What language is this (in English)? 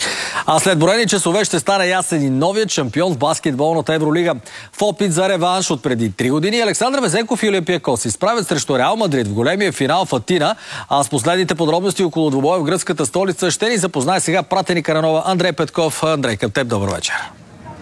Bulgarian